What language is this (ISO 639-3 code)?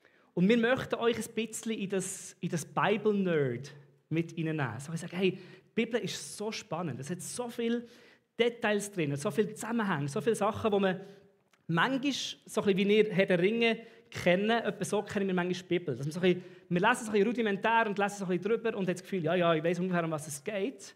gsw